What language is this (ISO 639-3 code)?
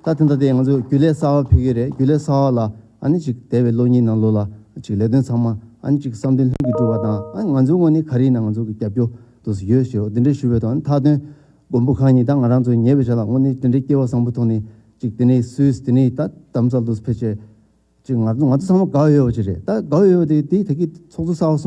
bod